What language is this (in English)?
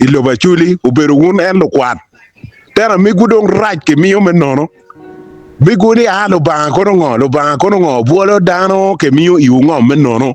Acoli